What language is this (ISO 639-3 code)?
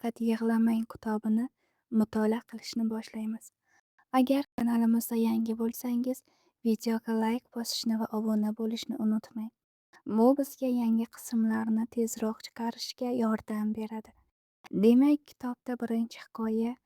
uzb